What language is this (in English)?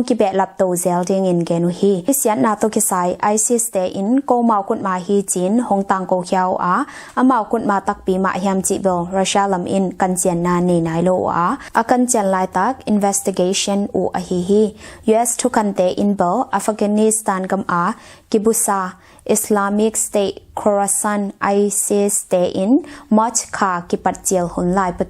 Tedim Chin